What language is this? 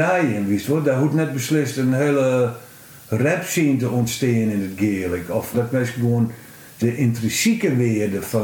Western Frisian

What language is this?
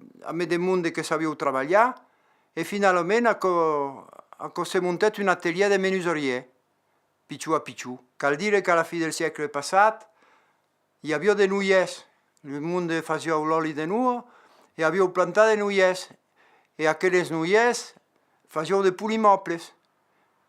Occitan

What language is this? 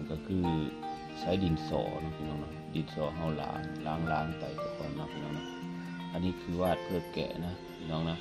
Northeastern Thai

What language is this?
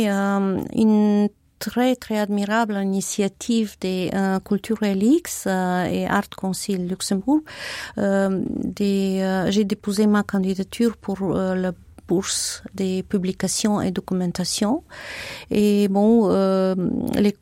Luxembourgish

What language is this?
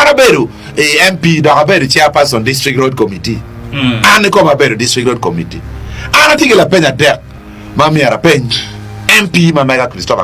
Acoli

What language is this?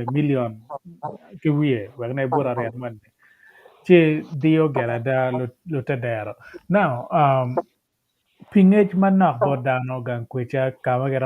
Acoli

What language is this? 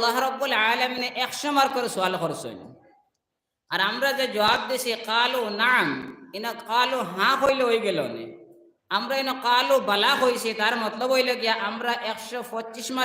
Sylheti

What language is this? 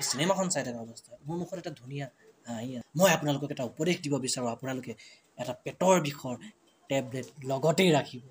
Assamese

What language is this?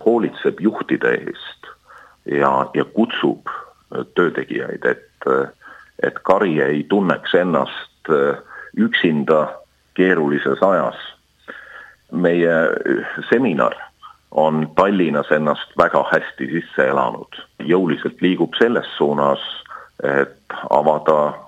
Estonian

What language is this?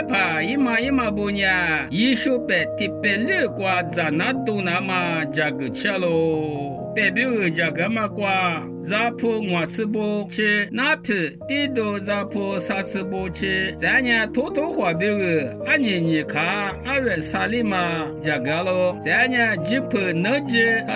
Lisu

